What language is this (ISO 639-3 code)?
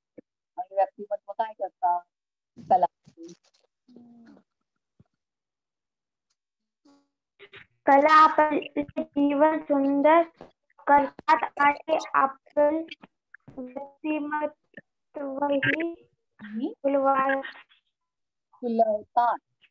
mar